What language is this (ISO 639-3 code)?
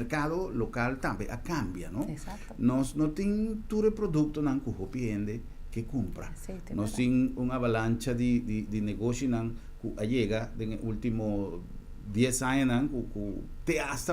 pap